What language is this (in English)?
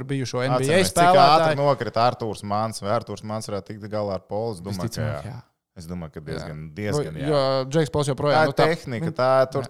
Latvian